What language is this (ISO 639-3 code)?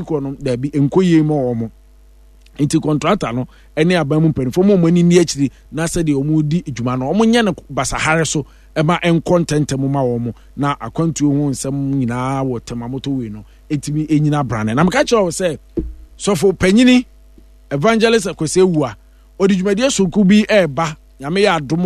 aka